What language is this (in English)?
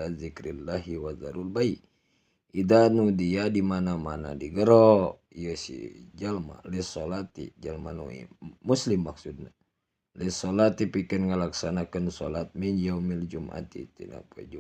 Sundanese